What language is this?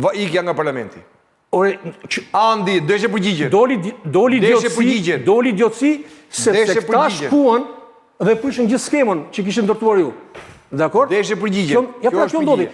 Albanian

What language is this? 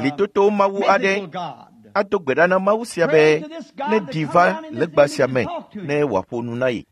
Ewe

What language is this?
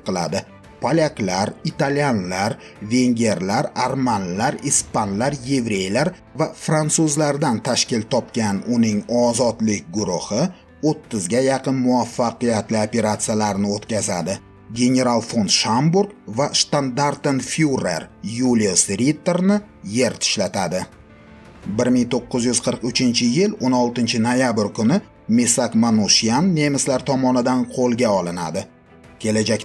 Uzbek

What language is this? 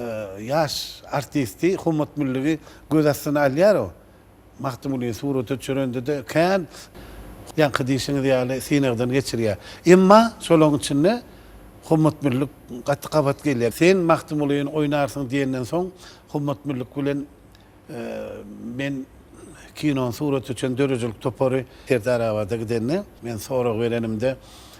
Turkmen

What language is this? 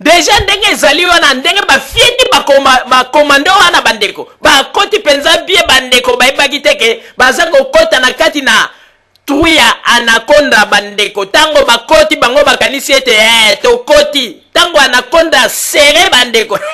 Lingala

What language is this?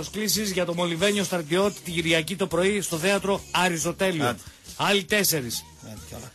Greek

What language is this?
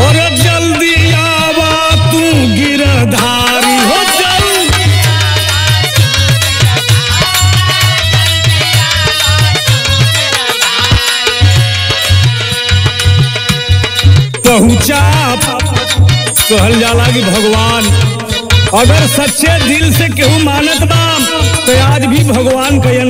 Bhojpuri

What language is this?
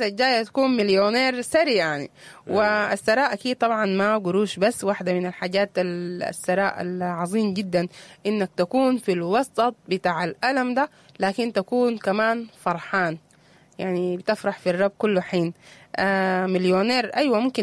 Sudanese Arabic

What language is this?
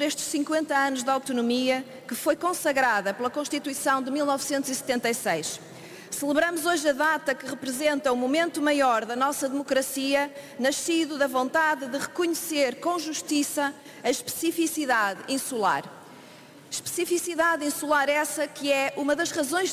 Portuguese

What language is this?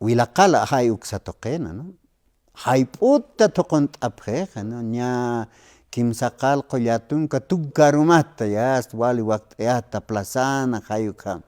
Aymara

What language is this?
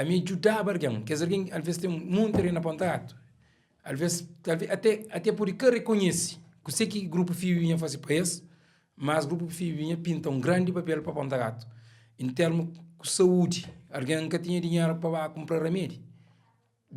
Kabuverdianu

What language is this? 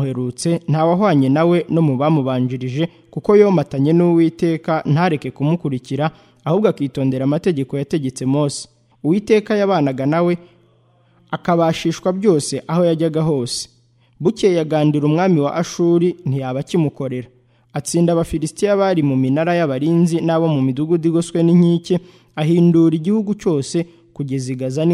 Kinyarwanda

